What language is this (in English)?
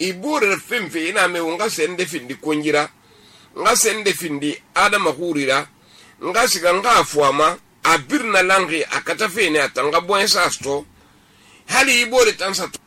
Susu